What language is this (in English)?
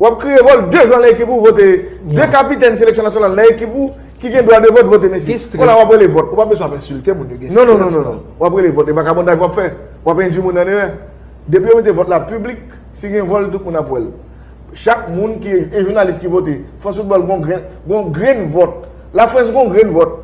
Haitian Creole